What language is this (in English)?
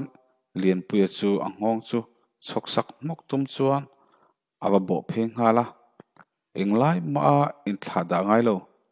Mizo